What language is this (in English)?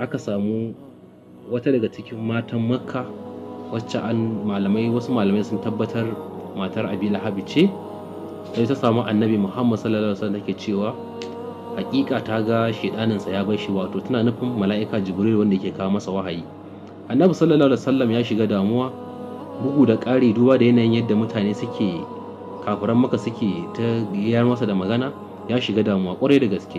Hausa